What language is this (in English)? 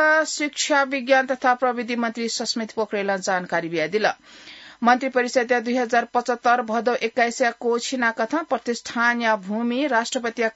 Newari